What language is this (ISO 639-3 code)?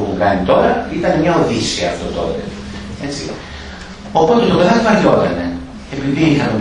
ell